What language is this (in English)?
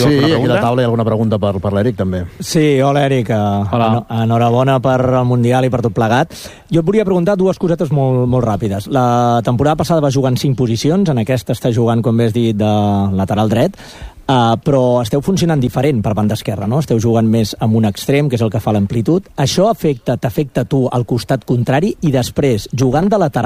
Catalan